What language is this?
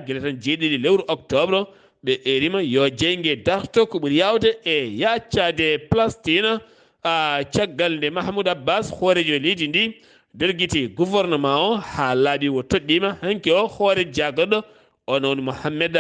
Fula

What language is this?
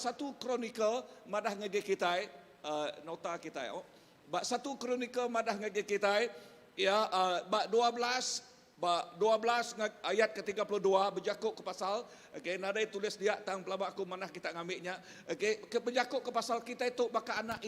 Iban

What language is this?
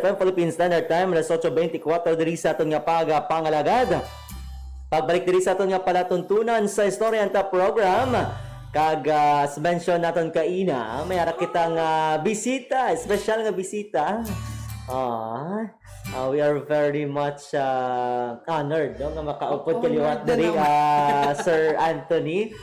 Hiligaynon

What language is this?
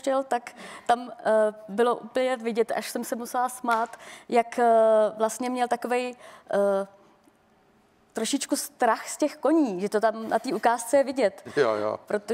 Czech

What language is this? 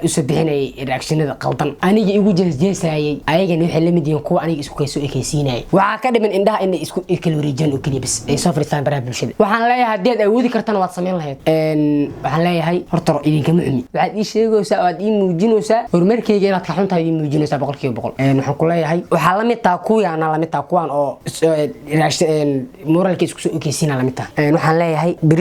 Somali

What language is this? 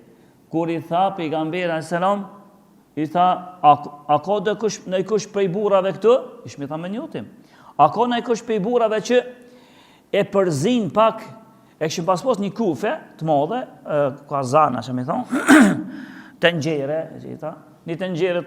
Albanian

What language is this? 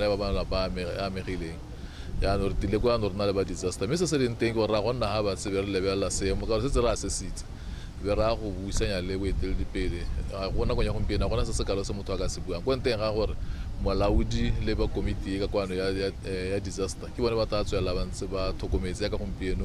Tswana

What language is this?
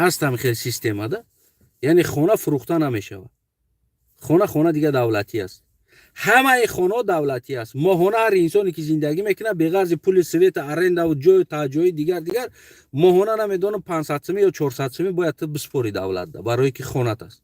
Tajik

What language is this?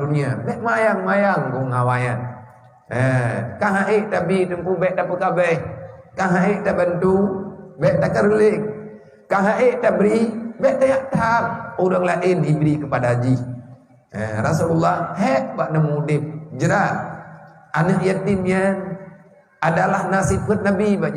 Achinese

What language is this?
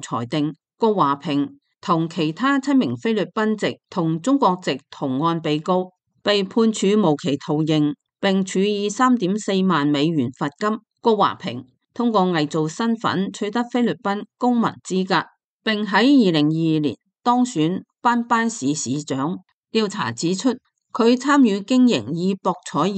Cantonese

